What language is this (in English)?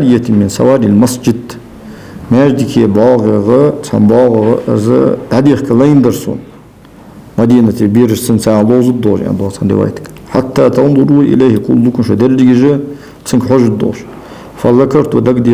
Ingush